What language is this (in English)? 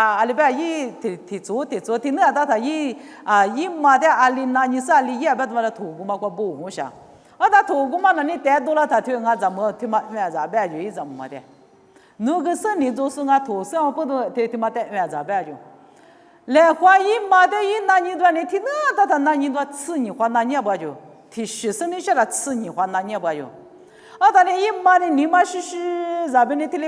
Lisu